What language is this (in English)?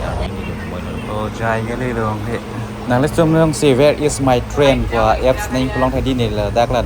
Karbi